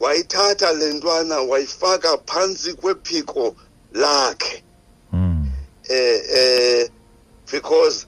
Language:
Xhosa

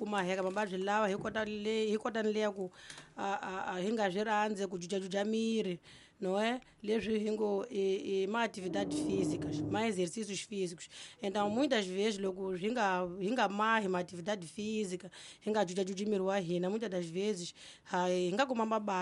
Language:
Tsonga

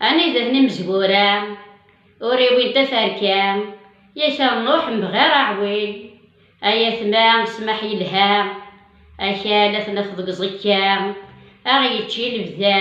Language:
Kabyle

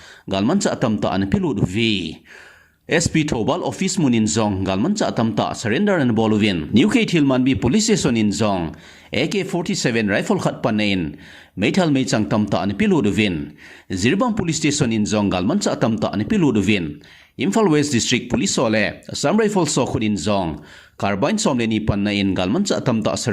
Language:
Thado Chin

